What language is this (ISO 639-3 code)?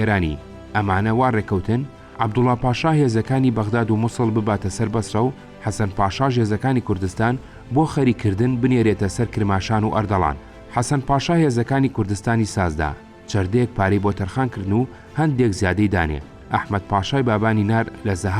ckb